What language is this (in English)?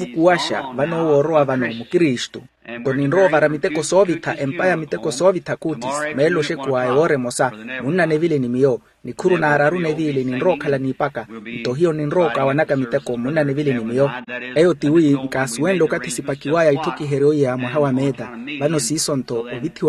Makhuwa